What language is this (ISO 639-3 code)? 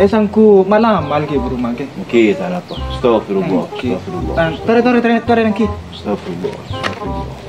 mad